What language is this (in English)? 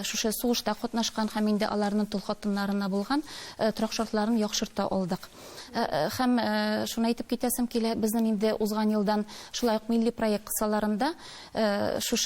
Tatar